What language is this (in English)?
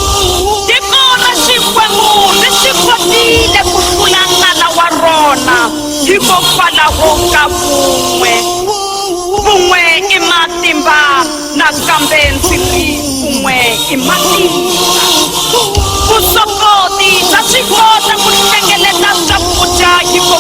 Tsonga